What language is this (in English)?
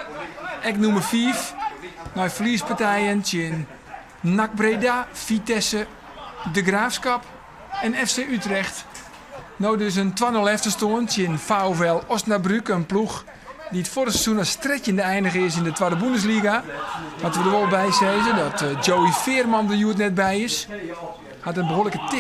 Western Frisian